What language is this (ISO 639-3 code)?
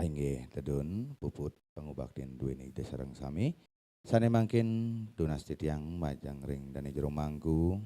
ban